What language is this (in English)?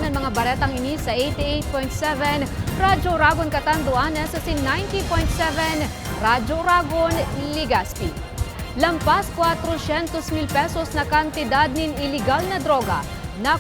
Bikol